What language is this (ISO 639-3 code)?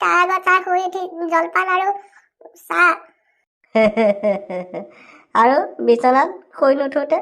asm